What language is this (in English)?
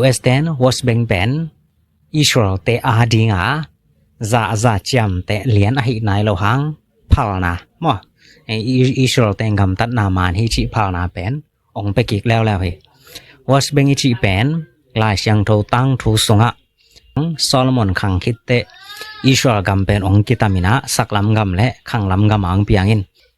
Tedim Chin